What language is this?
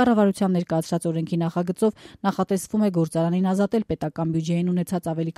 Armenian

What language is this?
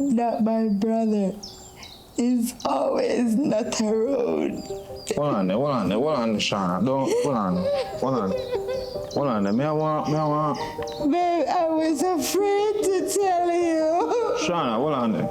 Jamaican Creole English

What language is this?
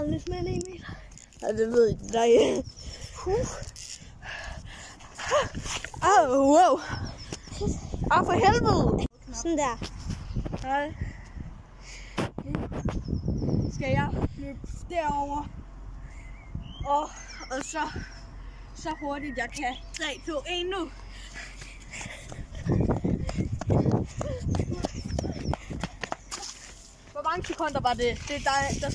Danish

